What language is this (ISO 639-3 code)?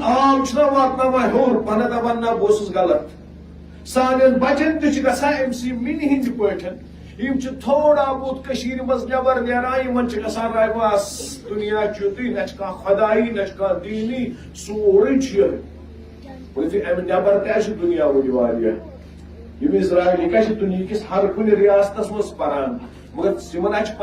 kas